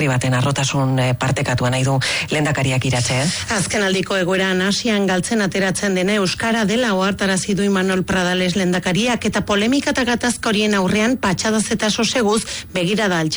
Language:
Basque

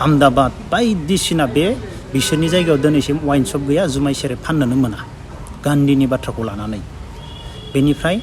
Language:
Bodo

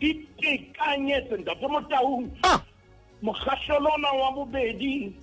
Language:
Southern Sotho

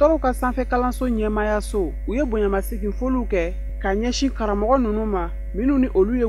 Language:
Bambara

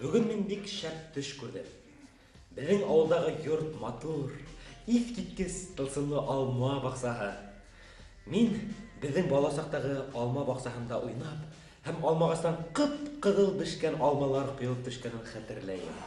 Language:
Bashkir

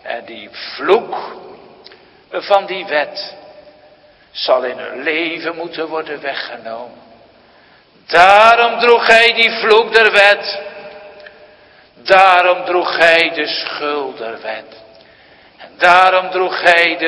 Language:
Dutch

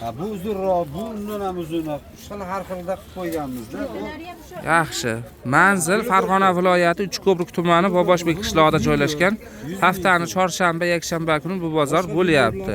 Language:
Uzbek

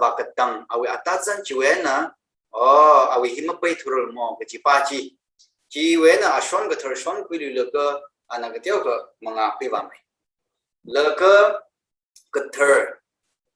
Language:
Tangkhul Naga (India)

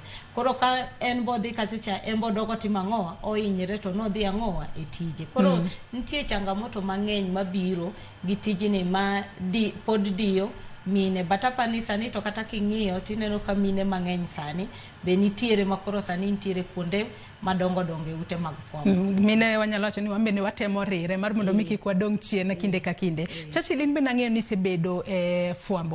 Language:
Luo (Kenya and Tanzania)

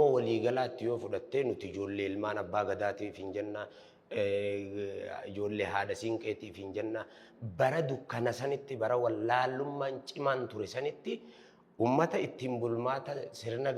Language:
Oromo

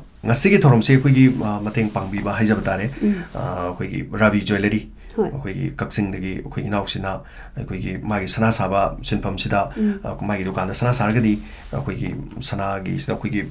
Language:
Manipuri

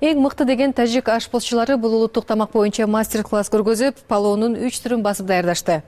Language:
Kyrgyz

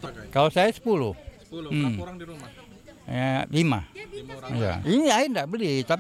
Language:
Malay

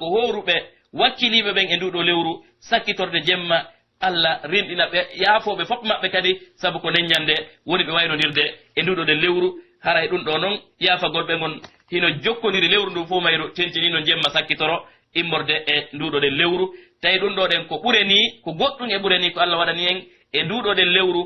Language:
Pular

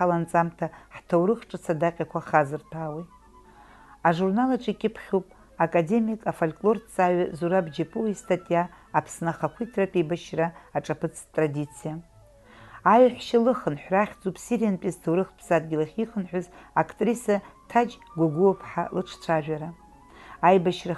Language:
Abkhazian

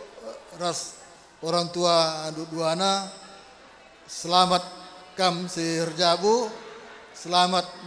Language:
Batak Karo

